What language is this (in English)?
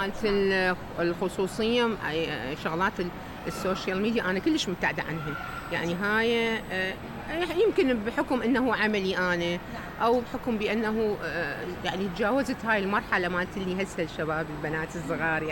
Mesopotamian Arabic